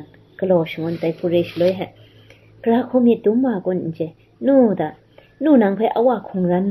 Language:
Kachin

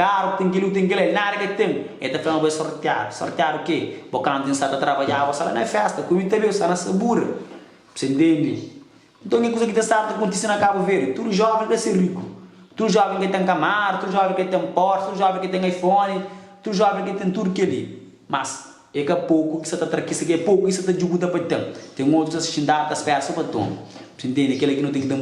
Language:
Kabuverdianu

